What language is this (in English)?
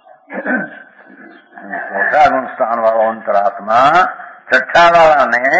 Gujarati